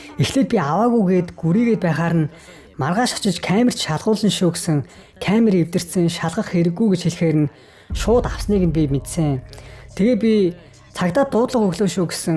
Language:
Mongolian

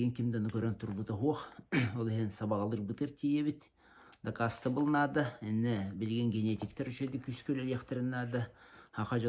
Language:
Yakut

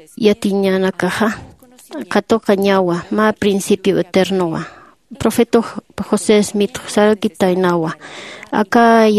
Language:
Aymara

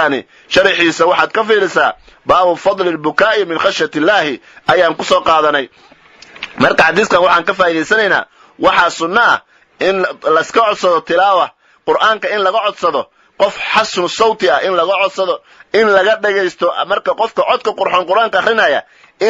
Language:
Somali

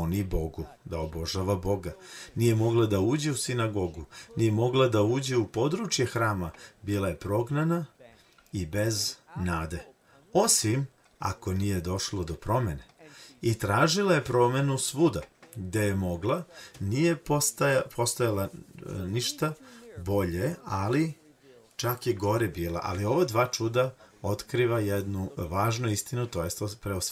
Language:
Serbian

